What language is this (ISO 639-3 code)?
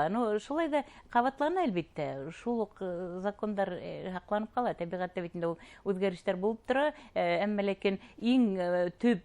bak